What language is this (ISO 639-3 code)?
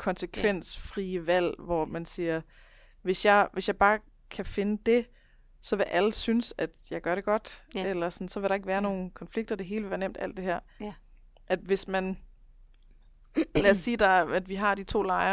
dan